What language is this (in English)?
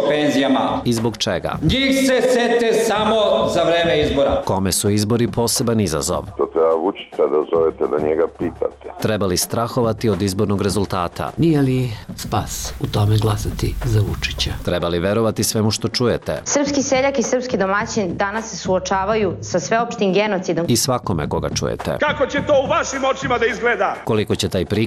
Serbian